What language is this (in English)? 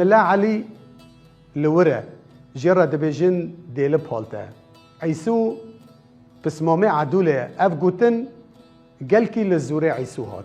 Kurdish